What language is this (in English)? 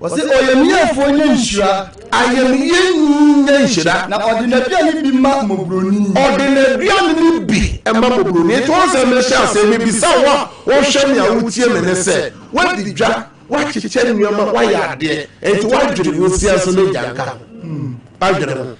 Akan